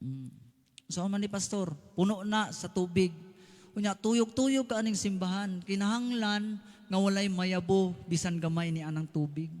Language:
Cebuano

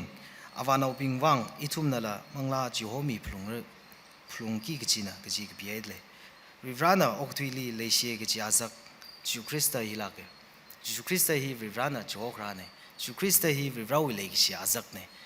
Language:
Tangkhul Naga (India)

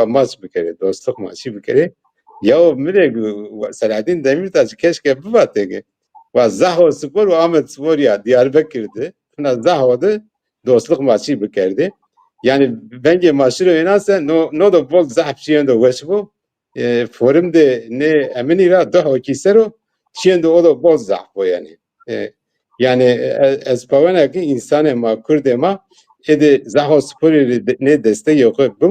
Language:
Zaza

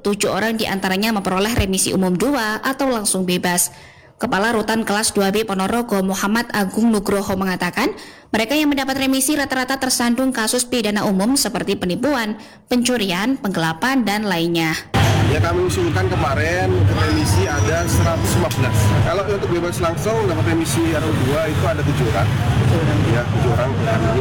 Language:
Indonesian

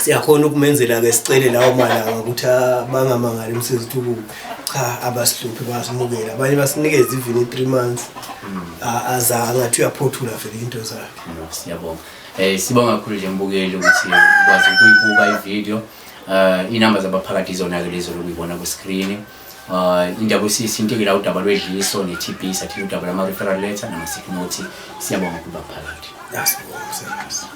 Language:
Zulu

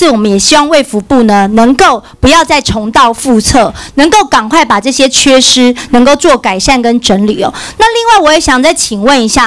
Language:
Chinese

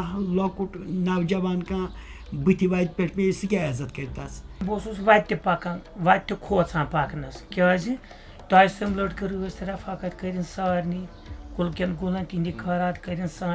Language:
Kashmiri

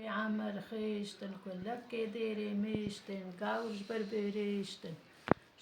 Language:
Kurdish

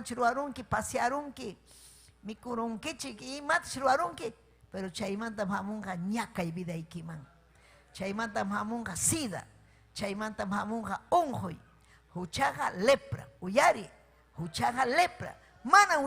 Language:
Ayacucho Quechua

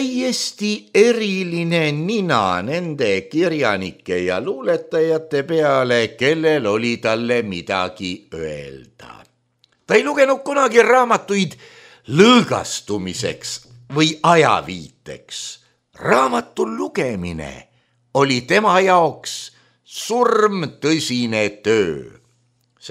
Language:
Estonian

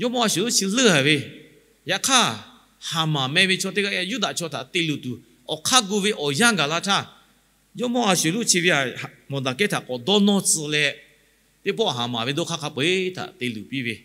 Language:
Lahu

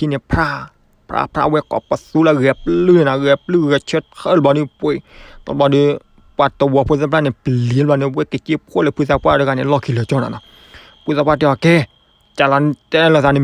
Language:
S'gaw Karen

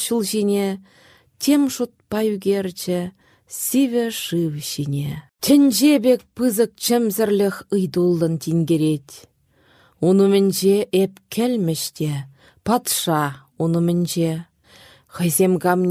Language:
Chuvash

